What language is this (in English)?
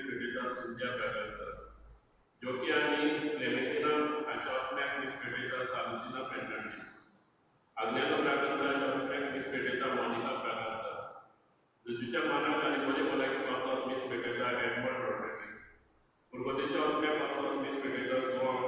Konkani